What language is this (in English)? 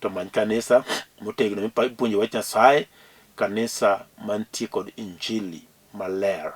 Luo (Kenya and Tanzania)